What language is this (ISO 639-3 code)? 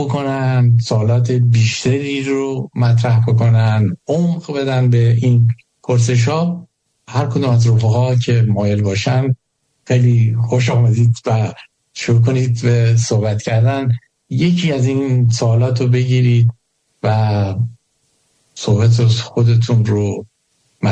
fas